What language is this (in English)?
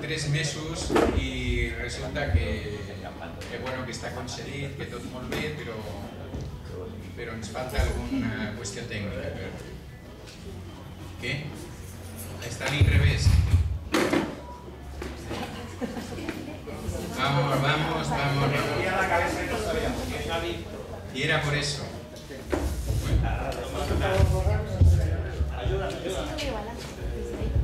Catalan